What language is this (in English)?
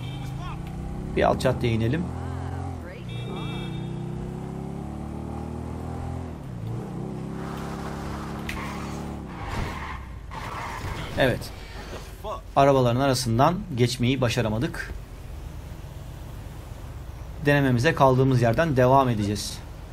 Turkish